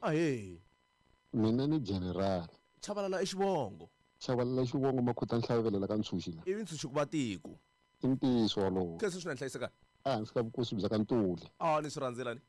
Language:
Tsonga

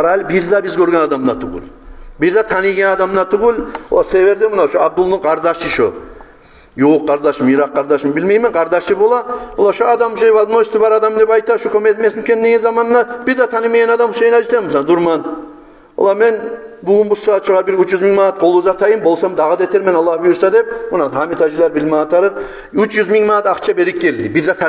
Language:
Kumyk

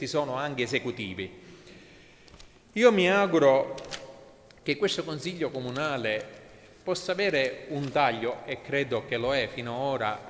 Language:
Italian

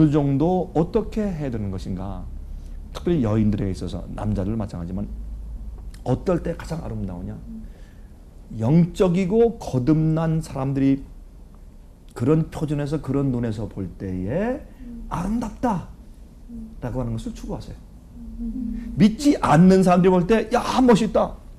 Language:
Korean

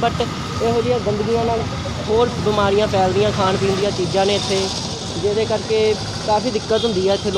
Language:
Punjabi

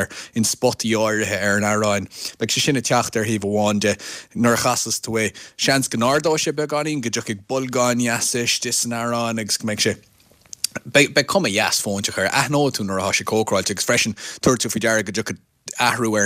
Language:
Irish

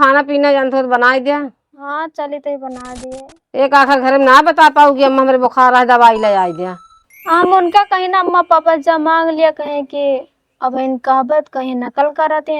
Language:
Awadhi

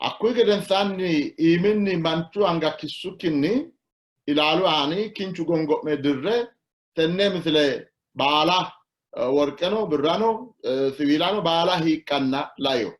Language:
Sidamo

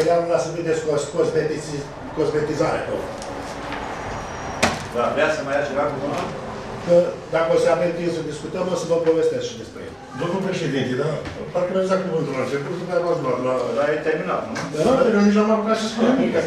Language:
Romanian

